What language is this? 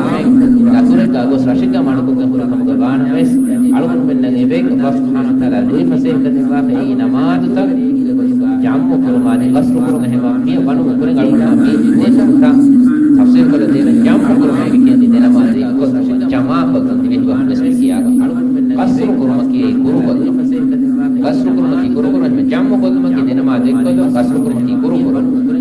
Divehi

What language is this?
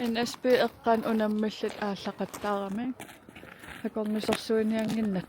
Kalaallisut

